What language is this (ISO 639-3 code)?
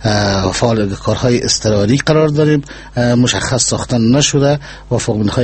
fas